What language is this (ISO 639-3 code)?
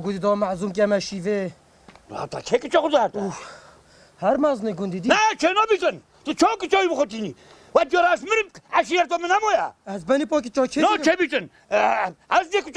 kur